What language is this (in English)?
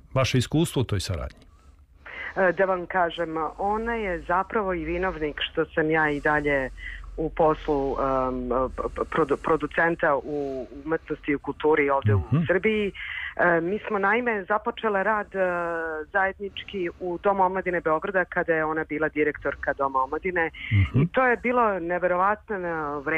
Serbian